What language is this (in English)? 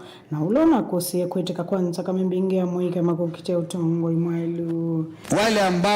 Kamba